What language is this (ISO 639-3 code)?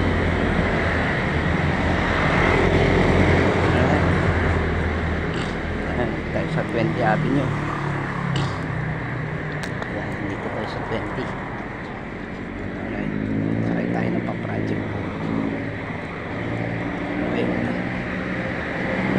fil